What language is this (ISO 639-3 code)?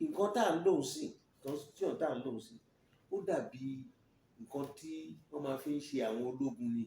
yor